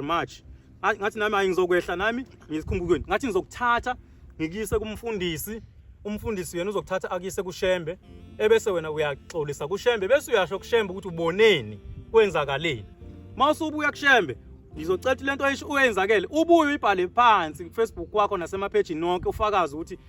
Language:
Zulu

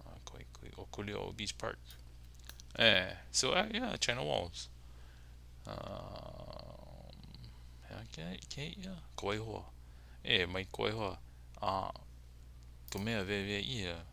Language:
Hawaiian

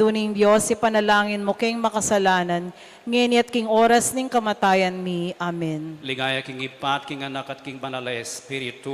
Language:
Pampanga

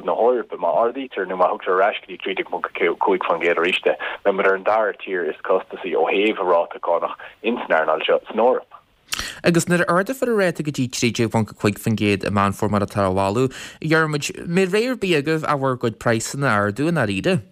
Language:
Irish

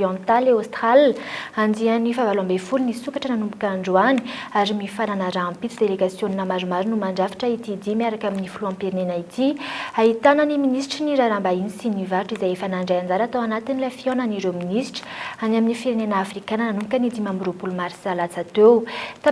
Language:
Malagasy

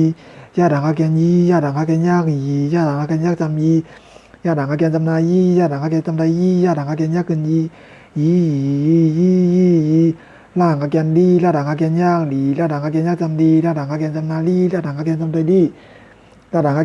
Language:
Shan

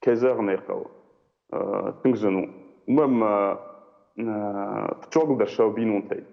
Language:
Ossetic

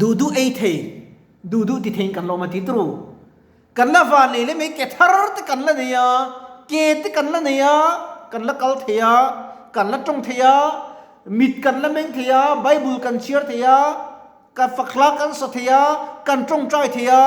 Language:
Mizo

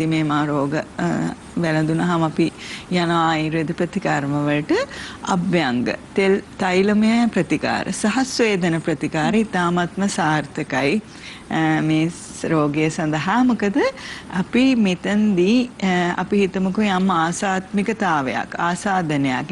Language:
Sinhala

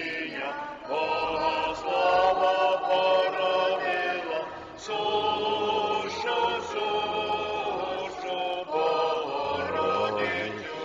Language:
Ukrainian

